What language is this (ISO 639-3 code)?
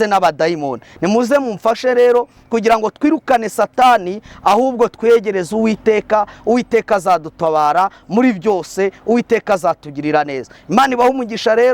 kin